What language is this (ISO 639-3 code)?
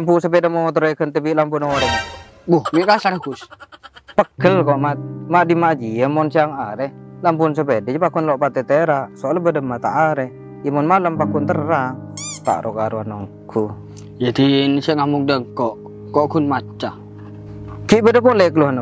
mad